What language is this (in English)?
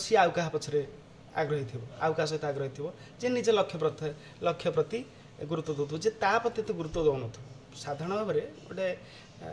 Odia